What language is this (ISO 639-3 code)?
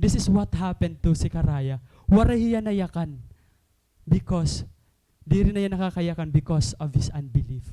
war